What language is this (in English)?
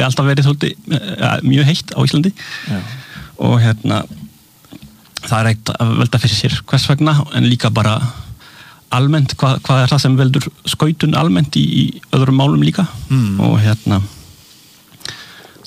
Icelandic